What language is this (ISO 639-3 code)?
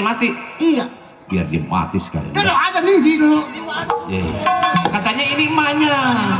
bew